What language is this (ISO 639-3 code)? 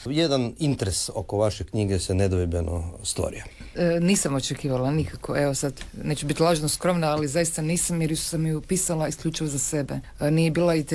hrv